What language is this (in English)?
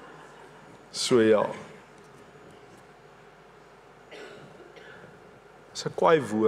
Afrikaans